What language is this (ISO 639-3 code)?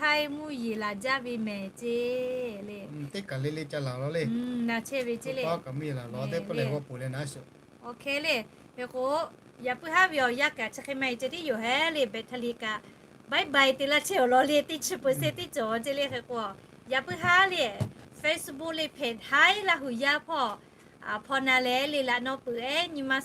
lhu